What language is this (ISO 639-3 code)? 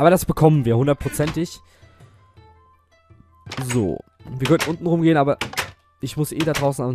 deu